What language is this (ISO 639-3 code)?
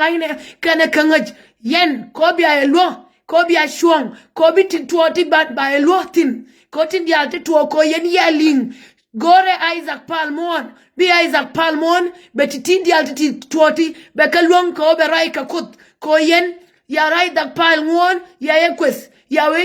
nus